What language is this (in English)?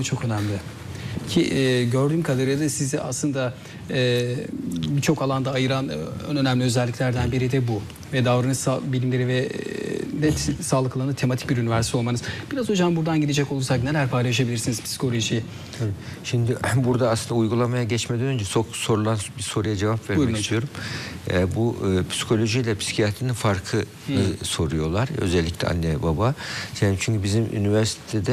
Turkish